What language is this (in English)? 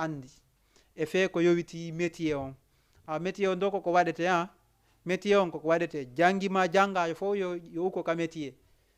Fula